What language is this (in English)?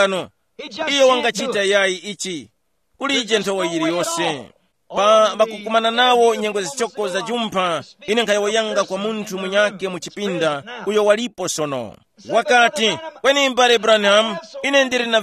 Tumbuka